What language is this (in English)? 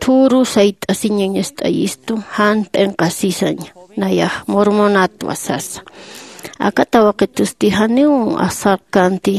Aymara